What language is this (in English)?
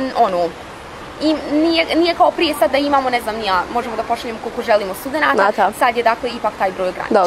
Bosnian